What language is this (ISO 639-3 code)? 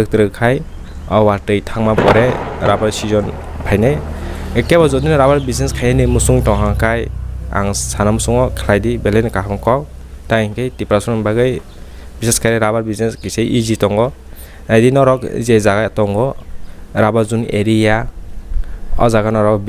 trp